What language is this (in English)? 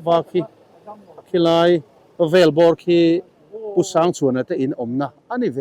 Mizo